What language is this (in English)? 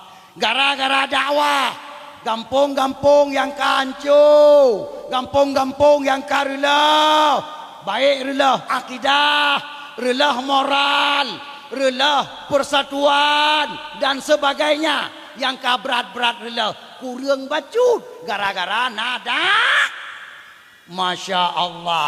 Achinese